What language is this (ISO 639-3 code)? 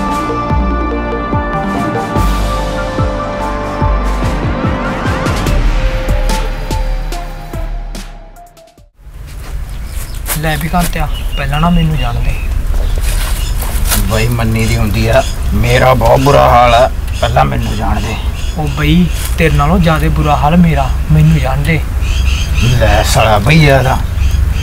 pan